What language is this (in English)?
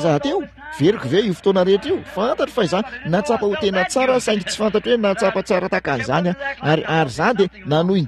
Malagasy